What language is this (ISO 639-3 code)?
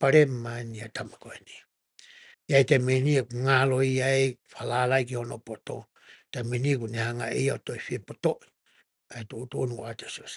ton